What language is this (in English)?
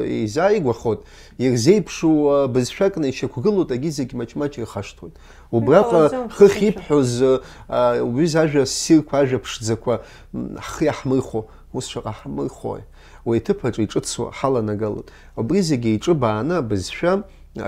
Abkhazian